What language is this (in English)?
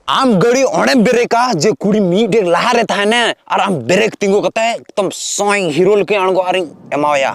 Santali